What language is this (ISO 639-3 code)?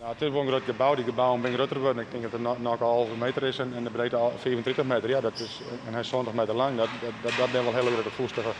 fry